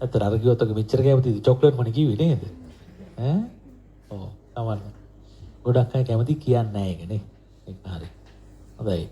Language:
Sinhala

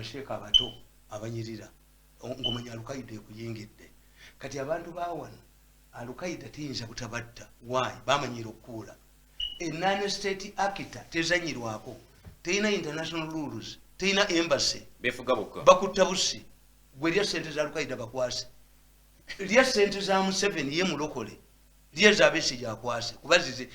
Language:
Ganda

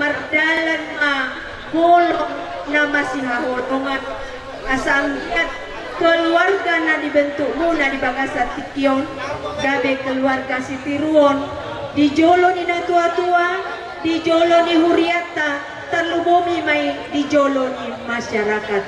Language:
Batak Toba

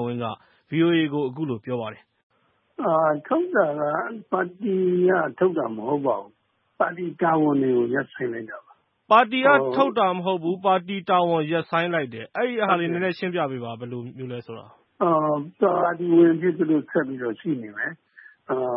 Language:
Burmese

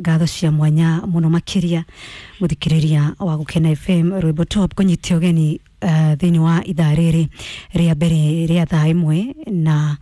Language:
Kikuyu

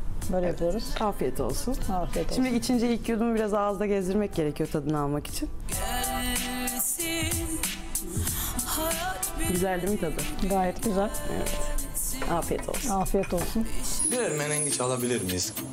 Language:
Turkish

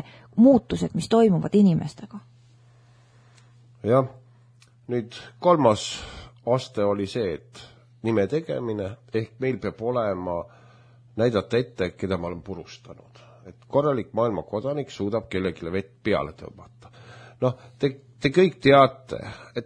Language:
Estonian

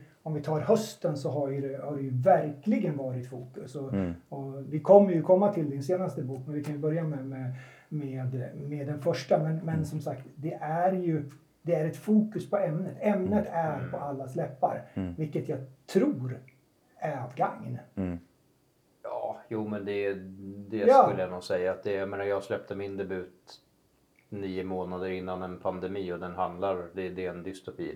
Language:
Swedish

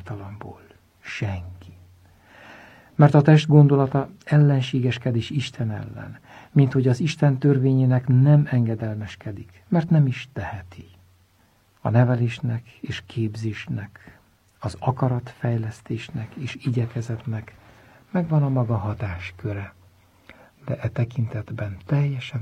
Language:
Hungarian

